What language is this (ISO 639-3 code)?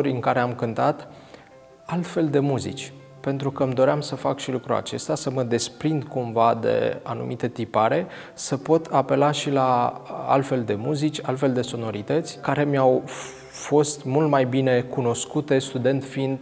ron